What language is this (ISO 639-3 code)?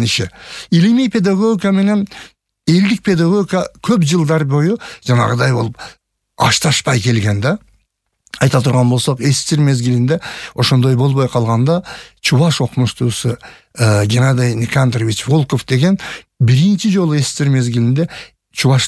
kir